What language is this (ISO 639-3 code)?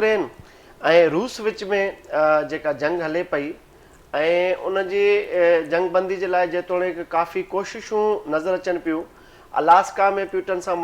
snd